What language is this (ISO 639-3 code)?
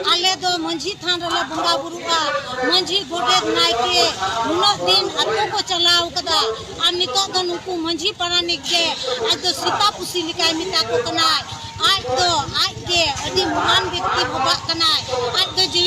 sat